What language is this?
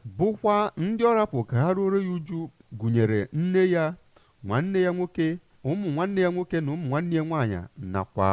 Igbo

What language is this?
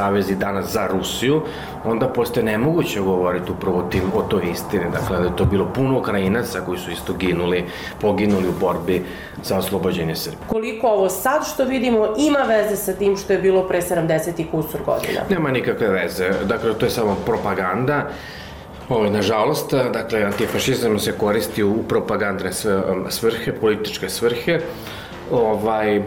Serbian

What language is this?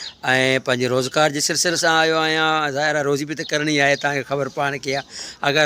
Sindhi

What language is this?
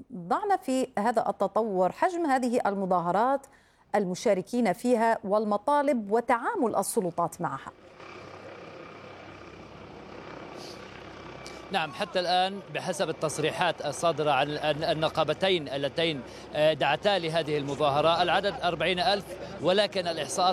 Arabic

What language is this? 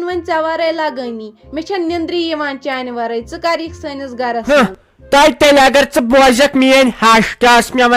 Kashmiri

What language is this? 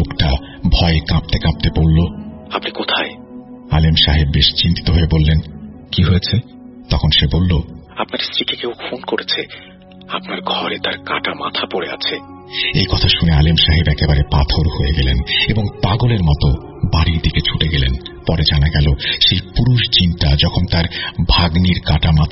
Bangla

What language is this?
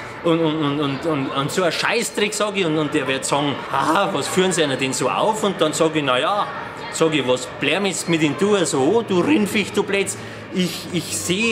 Bavarian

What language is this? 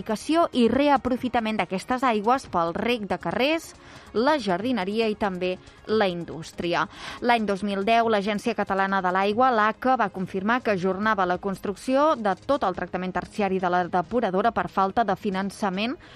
Catalan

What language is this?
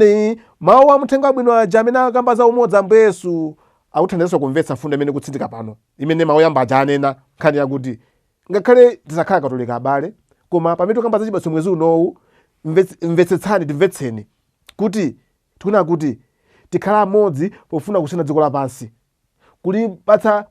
Nyanja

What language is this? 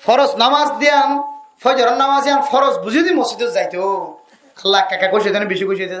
Rohingya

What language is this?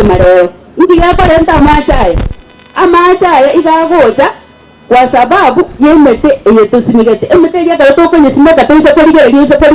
Gusii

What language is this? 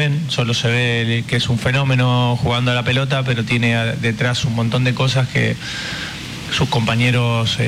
Spanish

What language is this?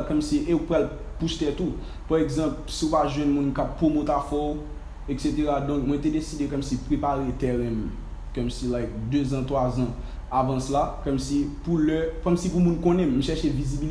Haitian Creole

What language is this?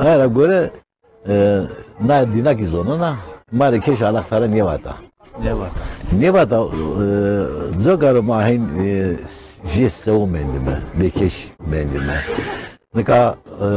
Zaza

